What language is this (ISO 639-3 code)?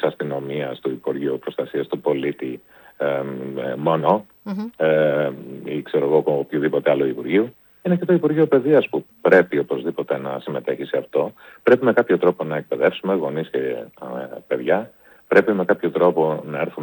ell